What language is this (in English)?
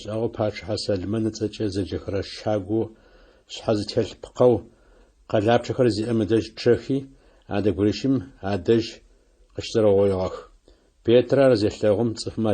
Adyghe